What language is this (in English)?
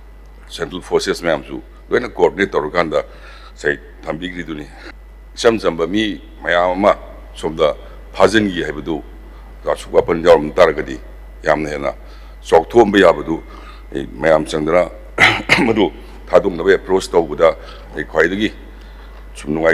Manipuri